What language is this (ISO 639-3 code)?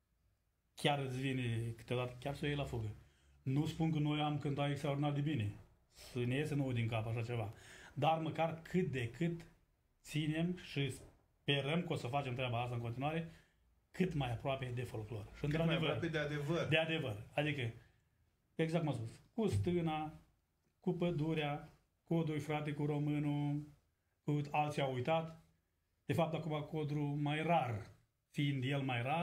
ron